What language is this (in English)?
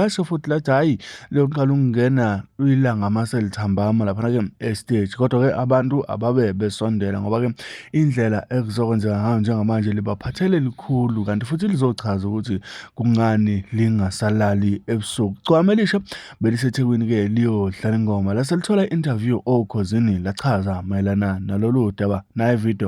Zulu